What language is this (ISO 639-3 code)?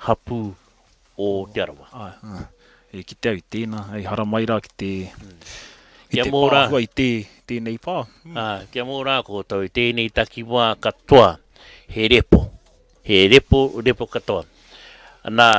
mri